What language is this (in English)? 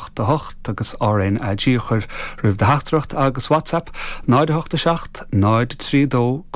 Irish